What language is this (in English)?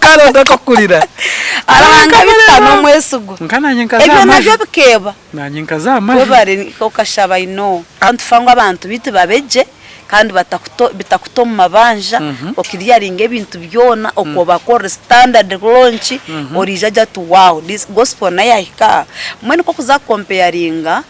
Nyankole